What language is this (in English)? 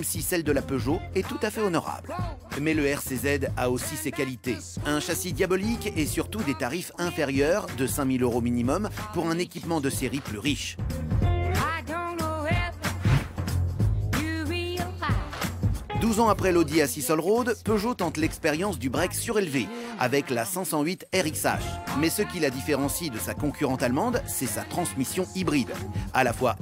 French